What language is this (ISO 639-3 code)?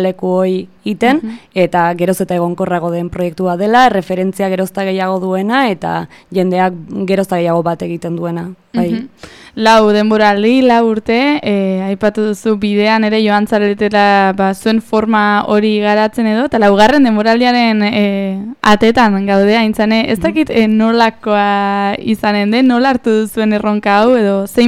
eus